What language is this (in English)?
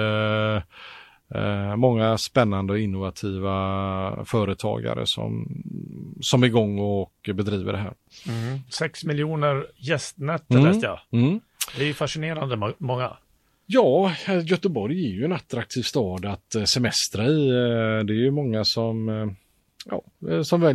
Swedish